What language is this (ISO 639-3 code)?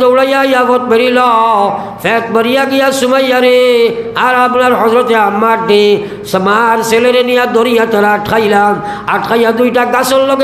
syl